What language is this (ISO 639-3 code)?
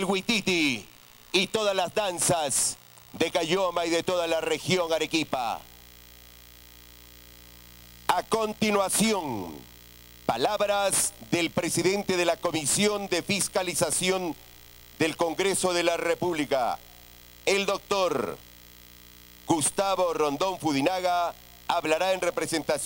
spa